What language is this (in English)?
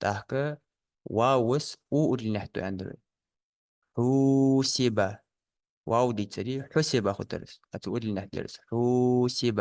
Ingush